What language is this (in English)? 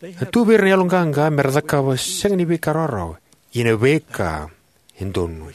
Fijian